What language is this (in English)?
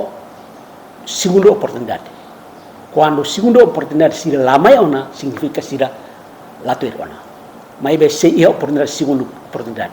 Tetum